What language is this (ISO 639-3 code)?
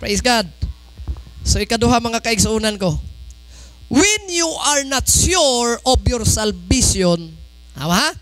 ceb